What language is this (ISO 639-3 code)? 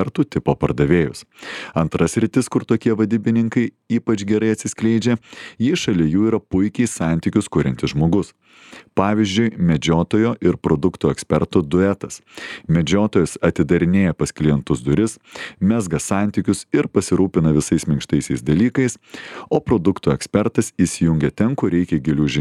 lit